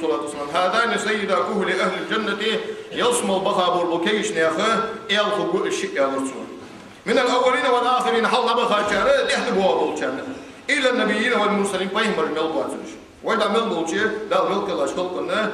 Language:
Ingush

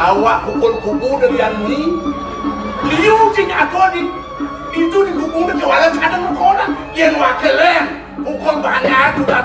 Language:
Balinese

